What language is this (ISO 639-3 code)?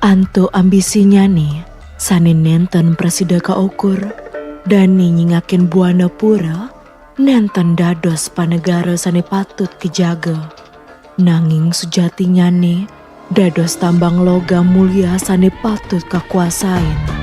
ban